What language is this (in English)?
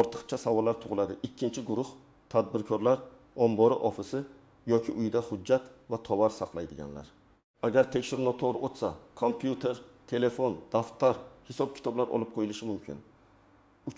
Uzbek